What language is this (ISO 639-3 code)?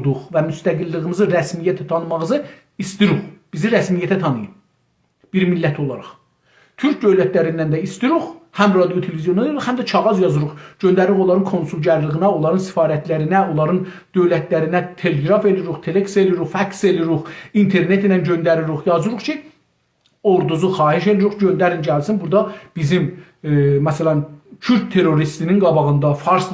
azb